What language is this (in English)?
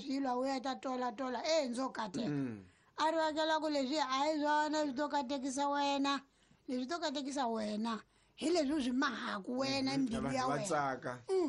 Tsonga